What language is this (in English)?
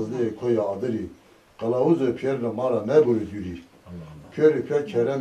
Zaza